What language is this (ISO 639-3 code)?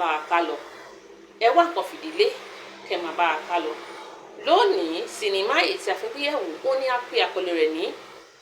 yor